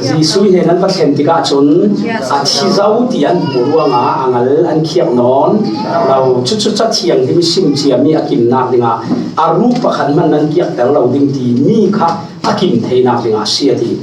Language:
Falam Chin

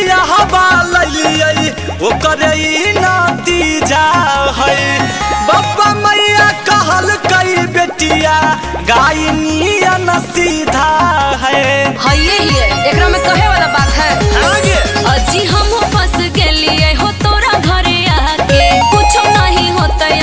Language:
Magahi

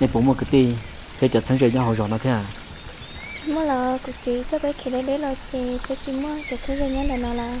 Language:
Hmong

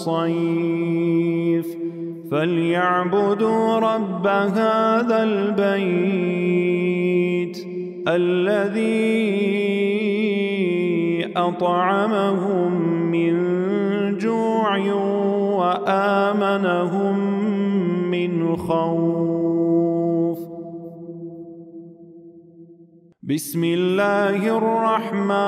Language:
Arabic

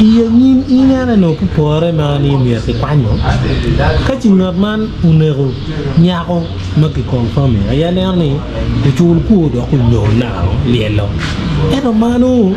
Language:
Acoli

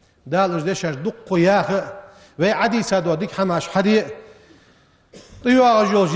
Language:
Ingush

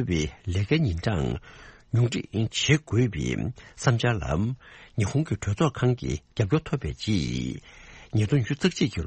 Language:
Tibetan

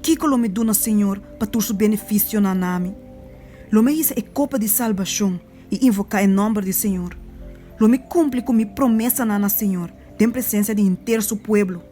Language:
Papiamento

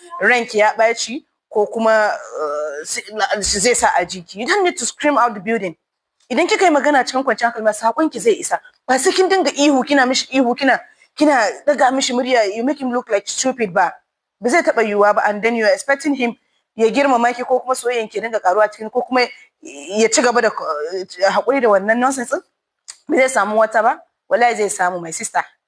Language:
Hausa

